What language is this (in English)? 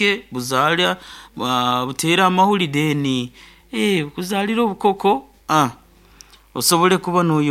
Nyoro